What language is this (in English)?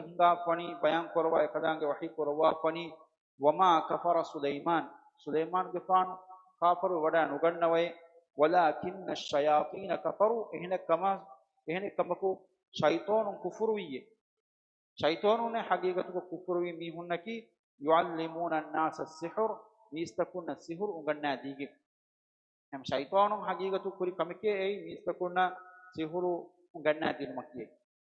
Divehi